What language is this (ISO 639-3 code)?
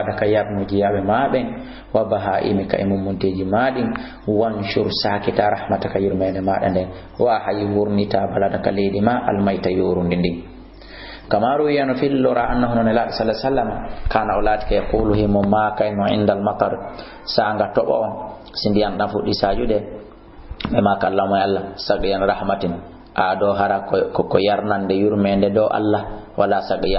ful